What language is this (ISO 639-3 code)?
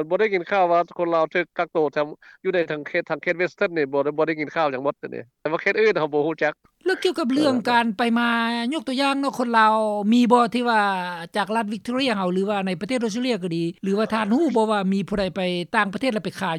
lao